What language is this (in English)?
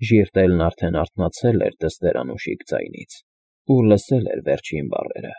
Armenian